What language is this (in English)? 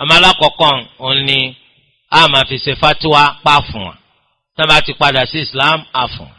Yoruba